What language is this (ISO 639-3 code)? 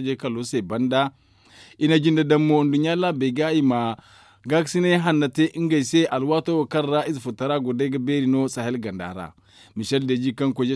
dje